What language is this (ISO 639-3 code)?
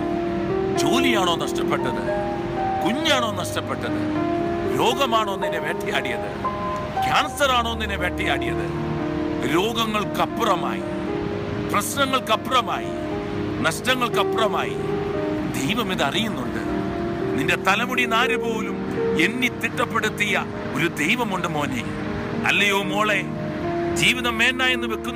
mal